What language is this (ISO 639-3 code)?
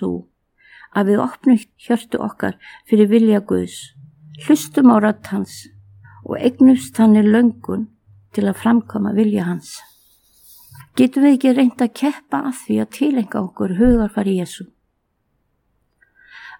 isl